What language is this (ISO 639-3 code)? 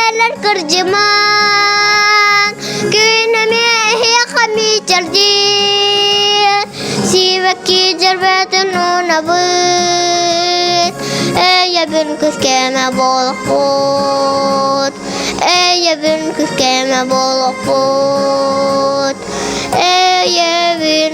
sah